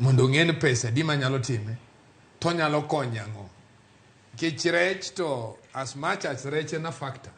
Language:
Luo (Kenya and Tanzania)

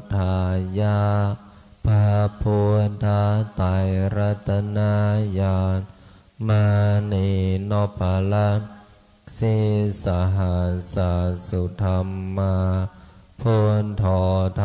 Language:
Pali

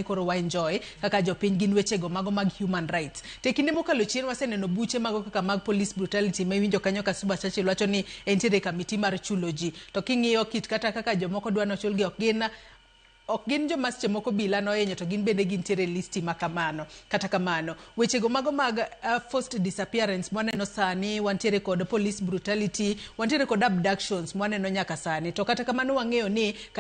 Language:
Luo (Kenya and Tanzania)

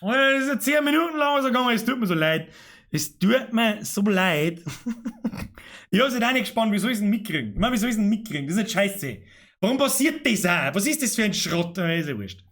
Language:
Bavarian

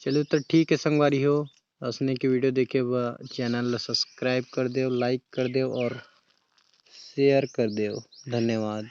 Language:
Chhattisgarhi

